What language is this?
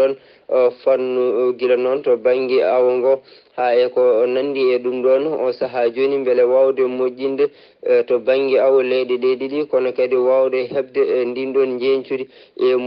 Fula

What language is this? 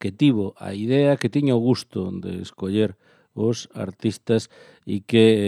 Galician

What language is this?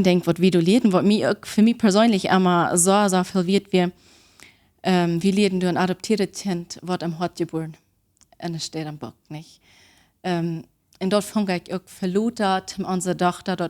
Plautdietsch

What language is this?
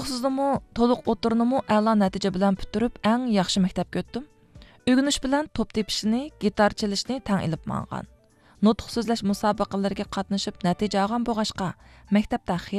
Uyghur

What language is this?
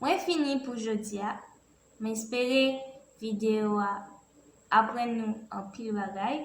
Haitian Creole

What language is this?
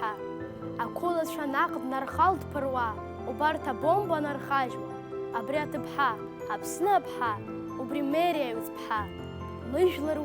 Abkhazian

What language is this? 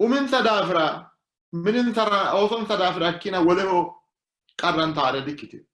Sidamo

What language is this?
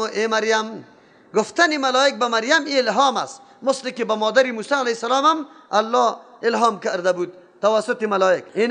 Persian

